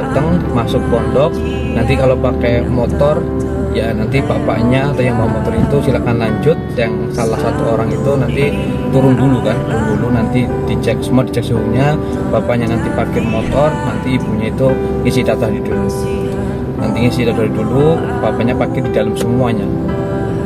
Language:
Indonesian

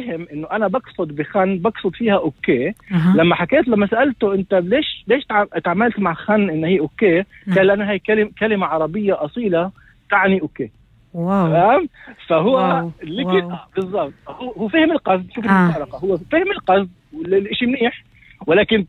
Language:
North Levantine Arabic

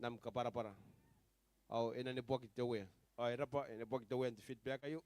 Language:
Gilbertese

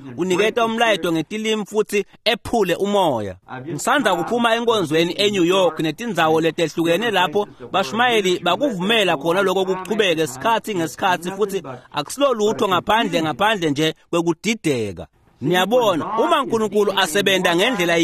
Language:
Swati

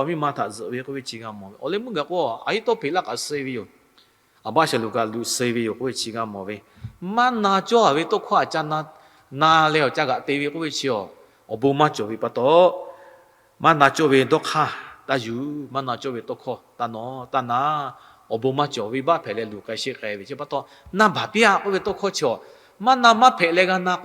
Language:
Lahu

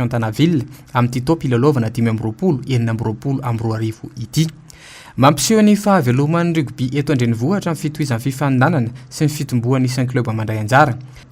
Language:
Malagasy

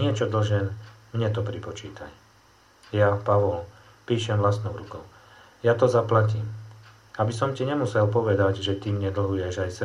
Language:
Slovak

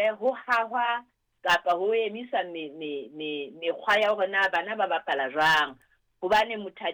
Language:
Southern Sotho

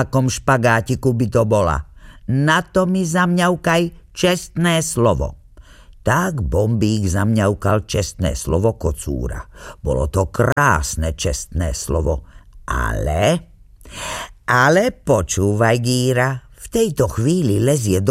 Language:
Slovak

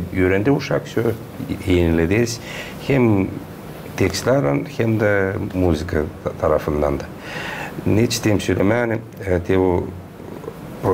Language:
Gagauz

